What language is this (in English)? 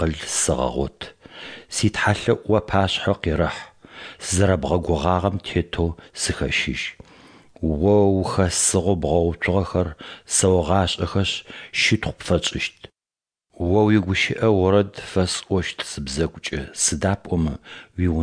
Adyghe